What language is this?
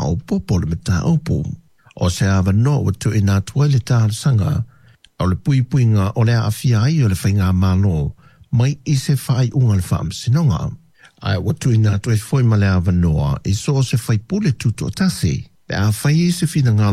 Samoan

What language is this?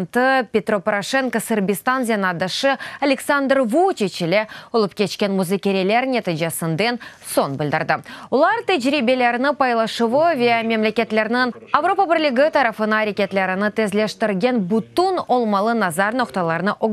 Crimean Tatar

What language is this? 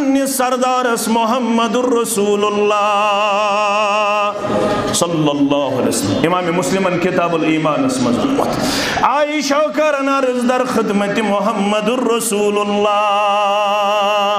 Kashmiri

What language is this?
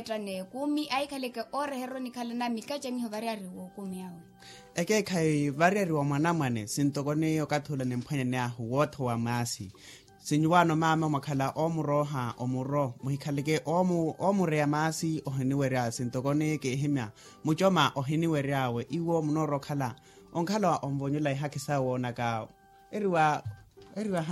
Makhuwa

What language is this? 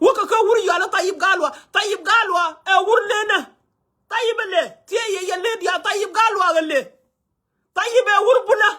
Nuer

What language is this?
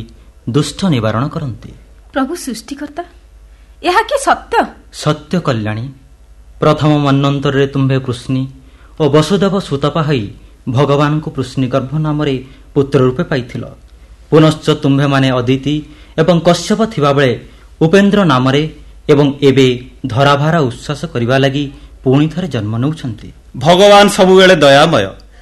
Odia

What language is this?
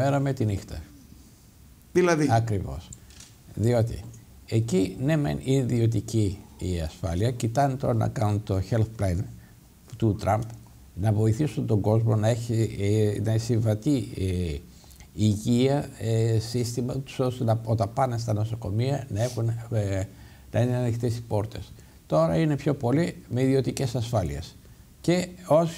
Greek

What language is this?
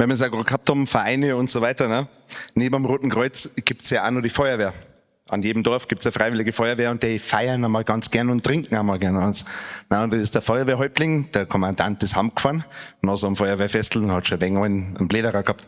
Bavarian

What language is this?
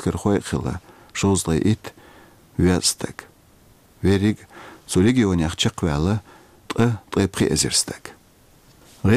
Chechen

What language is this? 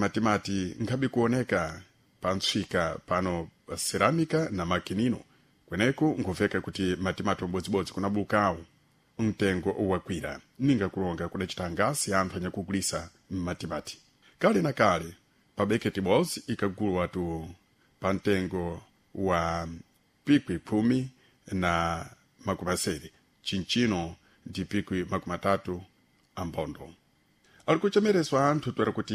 Sena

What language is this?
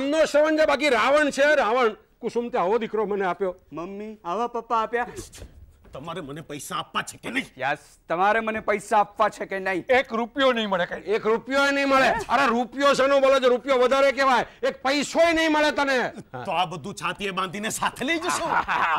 Gujarati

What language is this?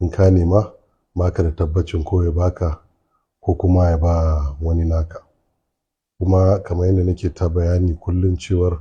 Hausa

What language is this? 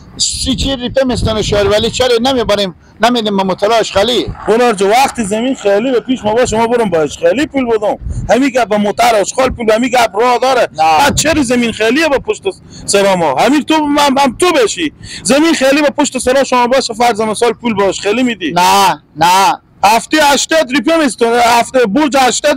Persian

